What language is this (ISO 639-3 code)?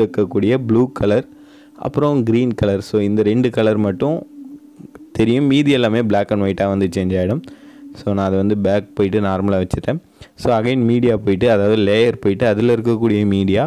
tam